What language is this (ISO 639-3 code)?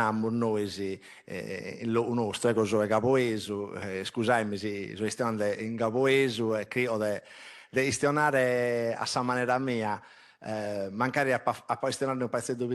srd